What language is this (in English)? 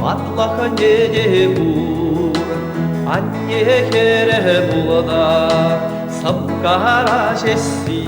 Chuvash